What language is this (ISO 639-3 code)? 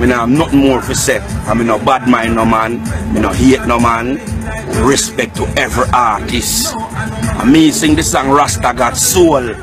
jam